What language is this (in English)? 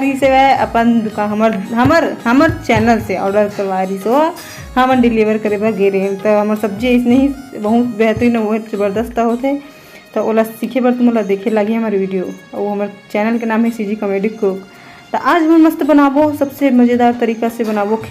Chhattisgarhi